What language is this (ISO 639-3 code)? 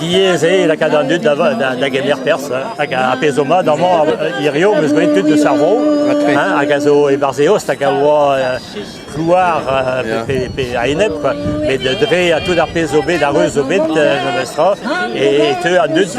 bre